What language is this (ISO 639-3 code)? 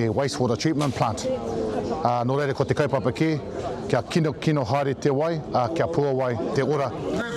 mri